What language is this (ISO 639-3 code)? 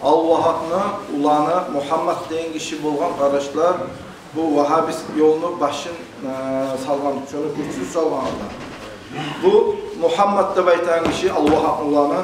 kum